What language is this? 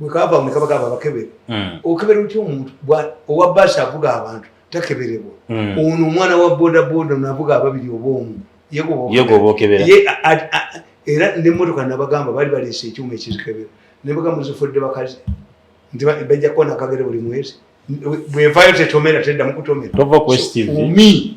Ganda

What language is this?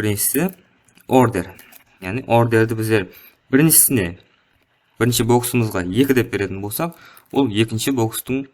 Kara-Kalpak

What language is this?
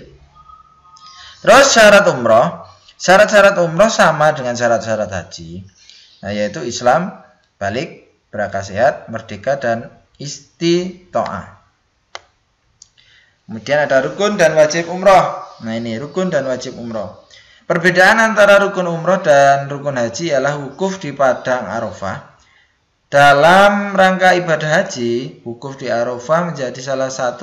Indonesian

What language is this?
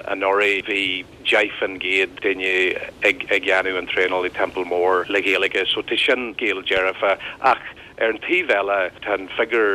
Irish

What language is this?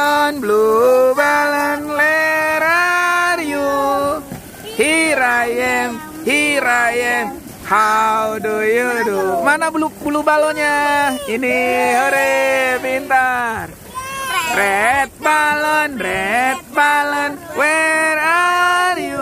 Indonesian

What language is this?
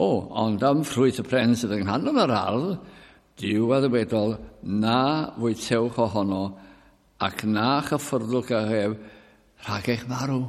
Welsh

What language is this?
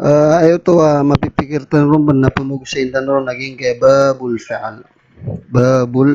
Maranao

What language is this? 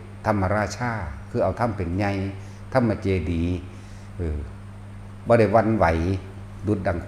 Northeastern Thai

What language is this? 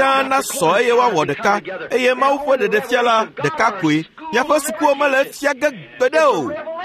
Ewe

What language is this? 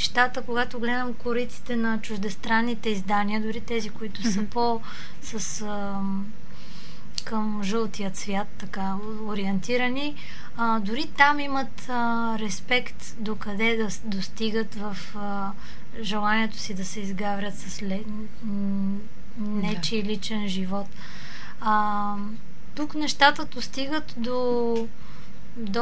Bulgarian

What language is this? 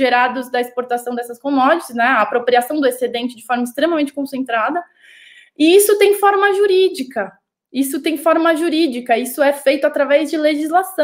Portuguese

